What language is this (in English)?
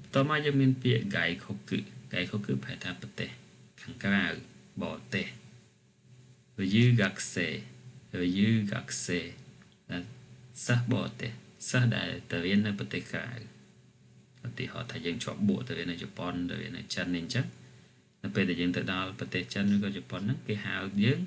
Khmer